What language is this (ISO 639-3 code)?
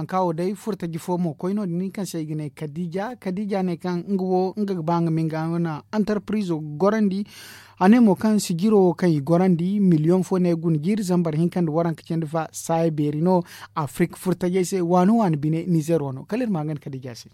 dje